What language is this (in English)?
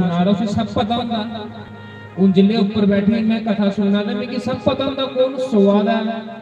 Dogri